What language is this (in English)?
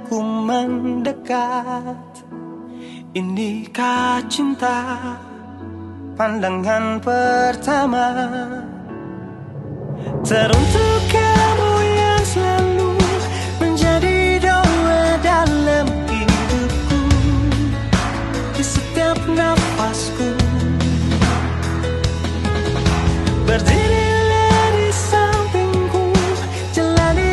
Indonesian